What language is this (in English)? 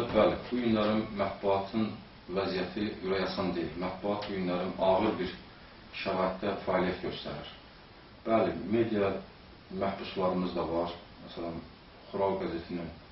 Azerbaijani